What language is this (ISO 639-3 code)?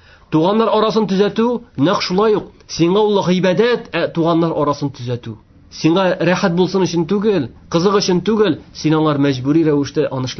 tat